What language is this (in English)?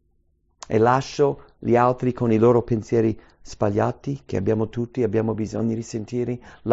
Italian